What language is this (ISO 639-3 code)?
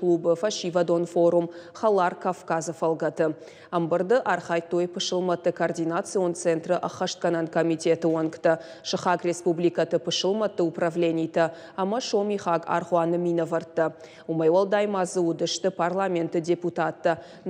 oss